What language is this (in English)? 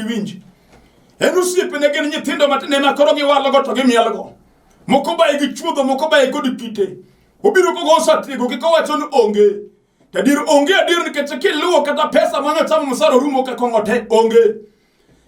Luo (Kenya and Tanzania)